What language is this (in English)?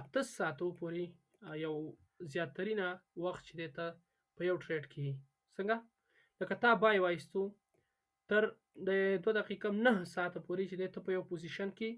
Pashto